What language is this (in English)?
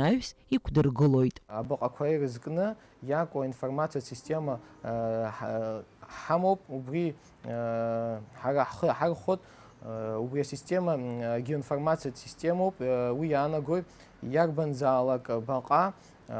Abkhazian